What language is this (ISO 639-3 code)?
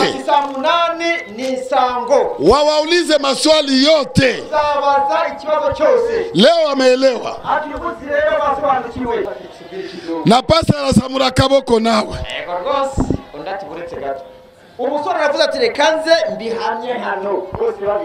kin